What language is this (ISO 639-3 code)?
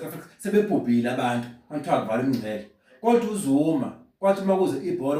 zul